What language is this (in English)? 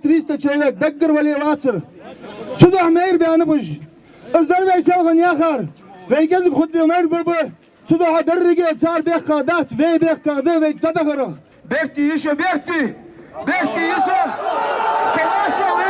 Chechen